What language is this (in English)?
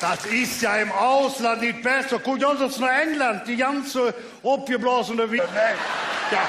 Colognian